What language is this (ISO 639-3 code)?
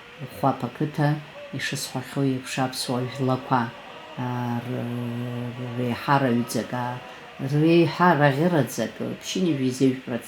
abk